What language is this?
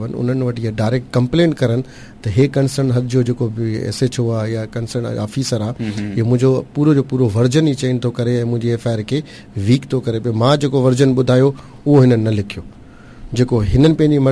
Sindhi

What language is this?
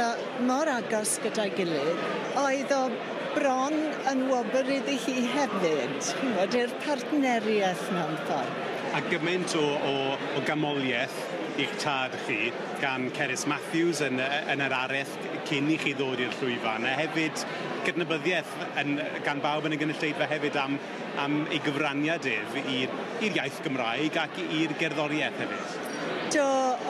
Welsh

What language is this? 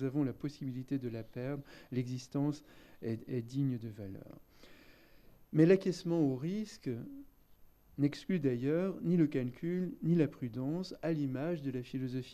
French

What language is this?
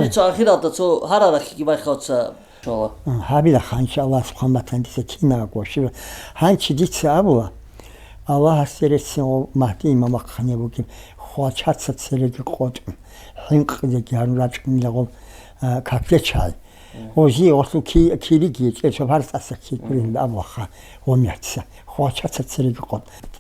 Avaric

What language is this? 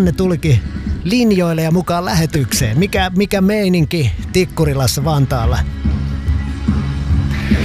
Finnish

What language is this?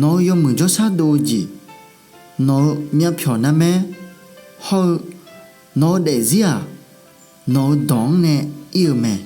Akha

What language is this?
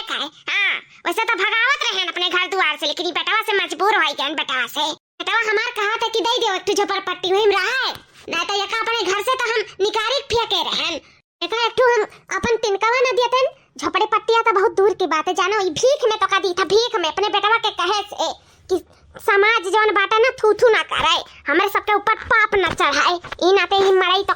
Awadhi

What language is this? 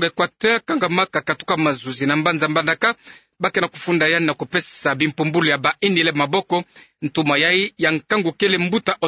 Kituba (Democratic Republic of Congo)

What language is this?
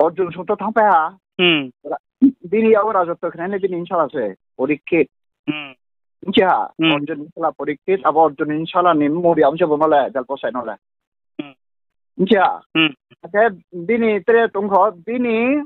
Riang (India)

